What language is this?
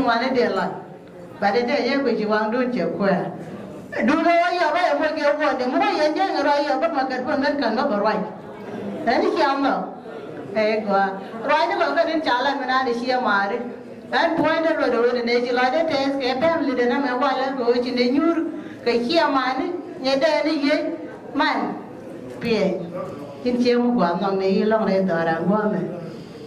Nuer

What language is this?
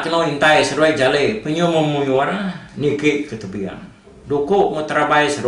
Iban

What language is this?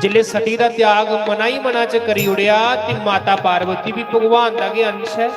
Dogri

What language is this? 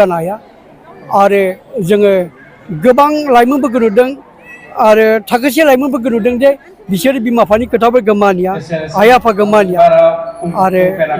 Bodo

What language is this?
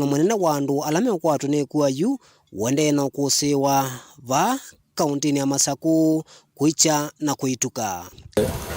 Kamba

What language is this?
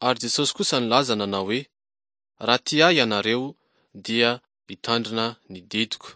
Malagasy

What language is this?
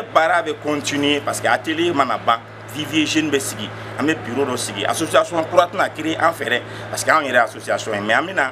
Bambara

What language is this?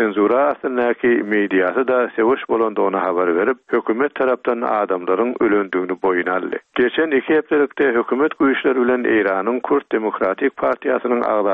Turkmen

